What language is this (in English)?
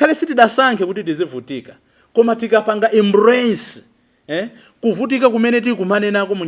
Nyanja